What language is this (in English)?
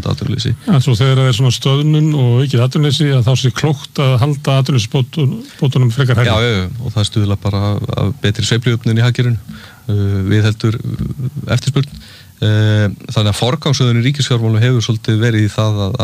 Icelandic